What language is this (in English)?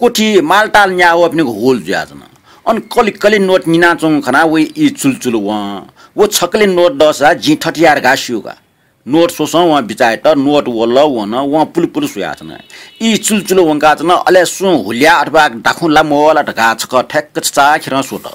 Newari